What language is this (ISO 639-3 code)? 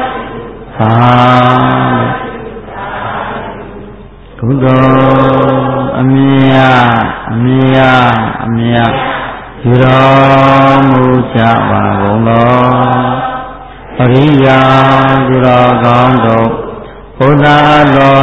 mya